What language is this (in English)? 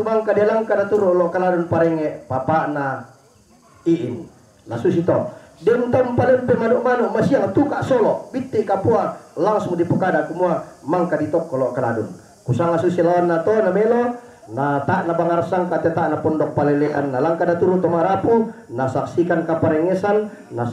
Toraja-Sa'dan